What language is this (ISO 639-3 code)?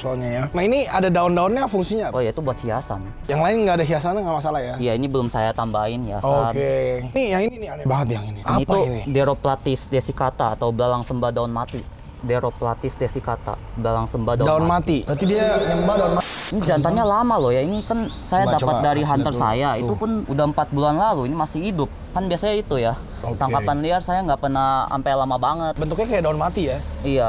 ind